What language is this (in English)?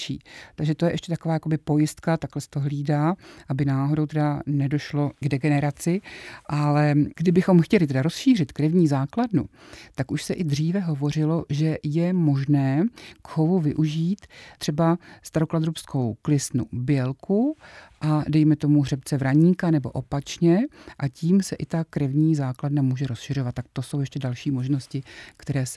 Czech